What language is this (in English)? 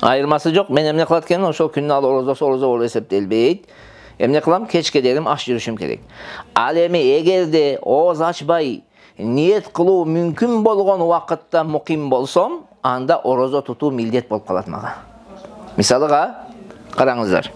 Kyrgyz